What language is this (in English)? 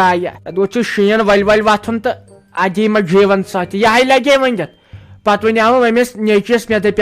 Kashmiri